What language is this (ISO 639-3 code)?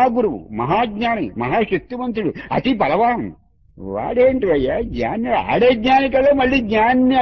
tel